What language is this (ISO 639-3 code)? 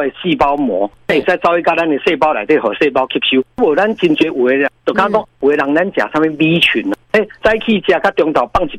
nan